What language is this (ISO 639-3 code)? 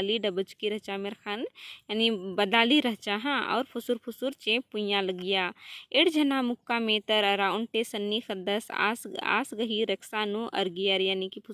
kru